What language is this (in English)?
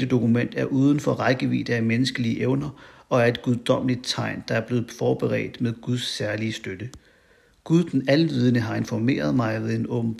Danish